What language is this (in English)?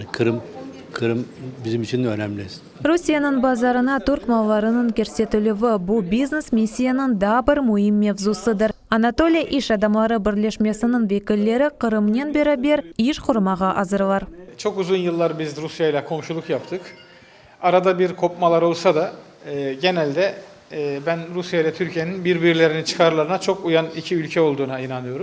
Crimean Tatar